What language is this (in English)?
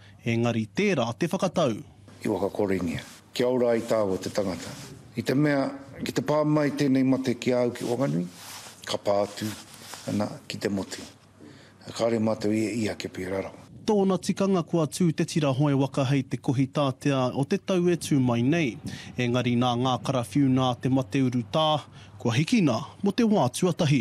Māori